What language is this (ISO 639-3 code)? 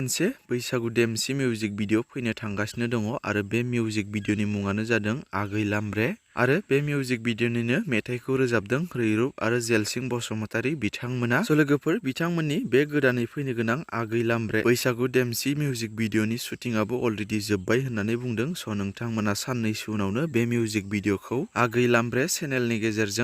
brx